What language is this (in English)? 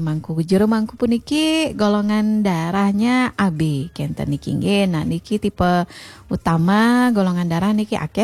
Balinese